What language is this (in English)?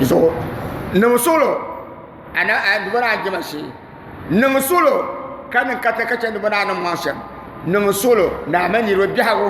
Dagbani